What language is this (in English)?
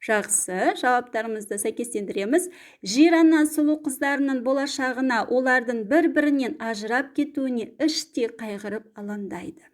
Kazakh